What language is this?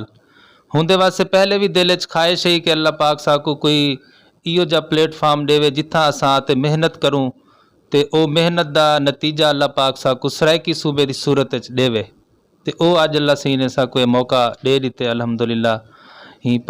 Saraiki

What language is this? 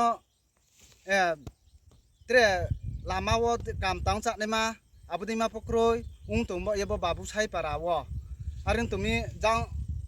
Riang (India)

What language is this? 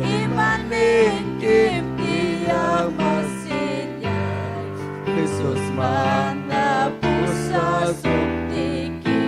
Ayacucho Quechua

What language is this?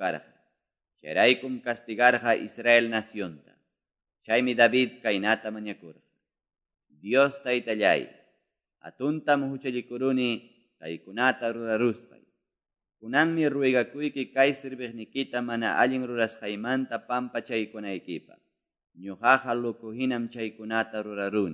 Quechua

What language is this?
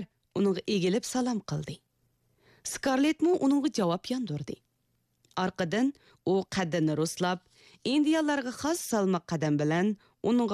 Uyghur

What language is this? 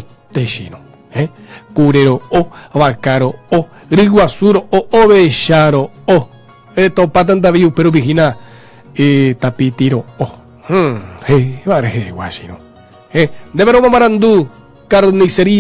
Guarani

